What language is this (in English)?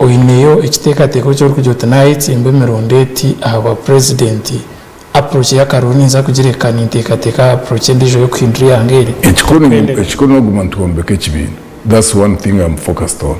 Nyankole